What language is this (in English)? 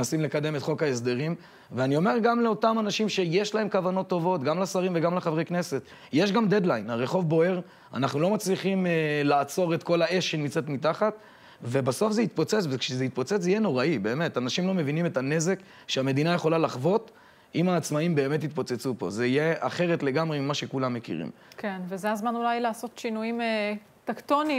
Hebrew